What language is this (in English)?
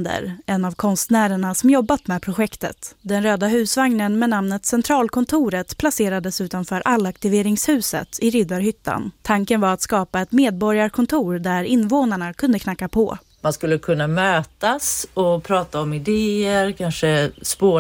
Swedish